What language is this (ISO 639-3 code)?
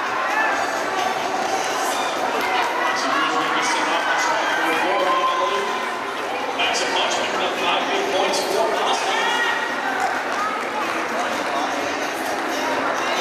eng